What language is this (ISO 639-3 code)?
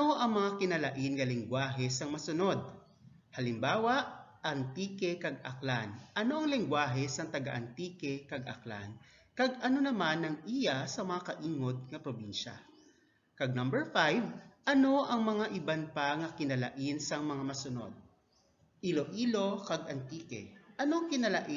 hil